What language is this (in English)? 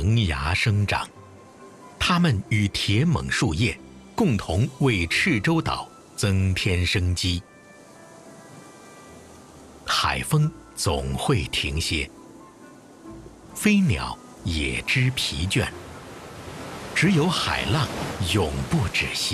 Chinese